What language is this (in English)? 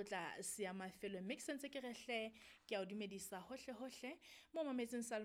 Southern Sotho